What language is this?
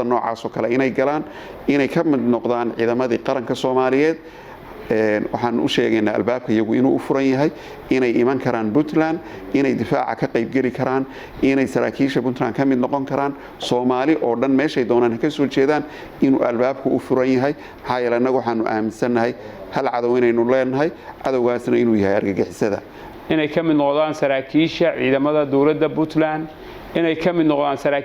Somali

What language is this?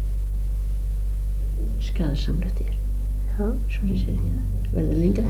Icelandic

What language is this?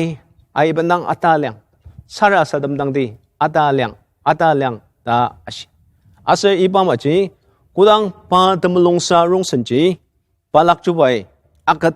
Ao Naga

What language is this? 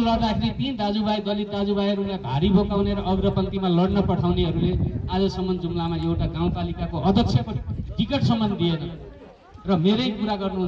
Nepali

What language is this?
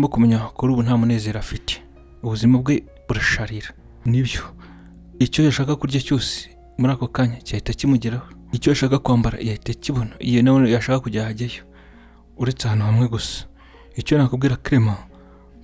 Kinyarwanda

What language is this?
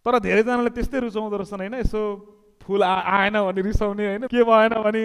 Nepali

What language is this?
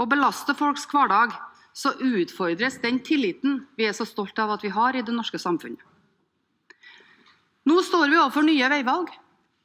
Norwegian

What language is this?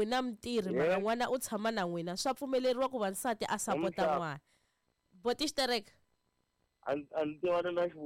Tsonga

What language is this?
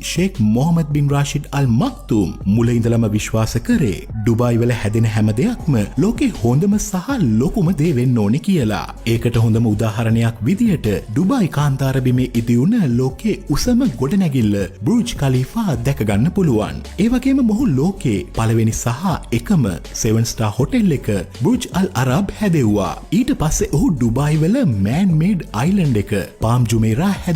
Sinhala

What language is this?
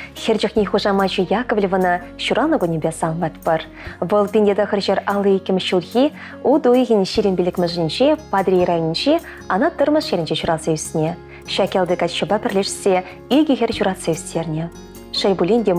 Chuvash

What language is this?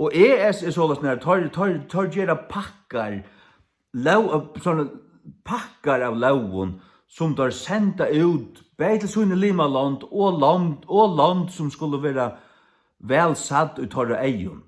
Faroese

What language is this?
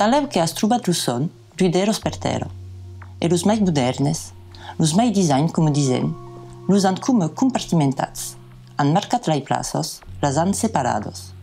Occitan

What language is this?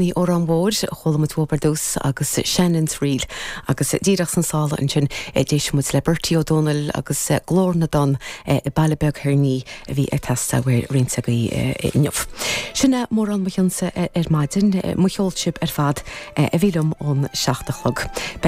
Irish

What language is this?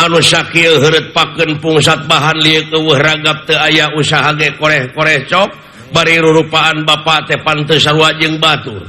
Sundanese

